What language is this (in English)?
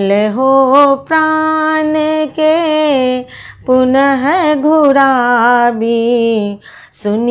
Maithili